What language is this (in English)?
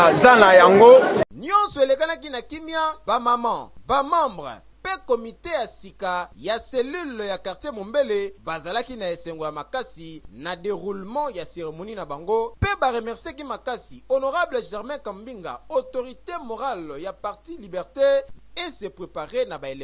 Lingala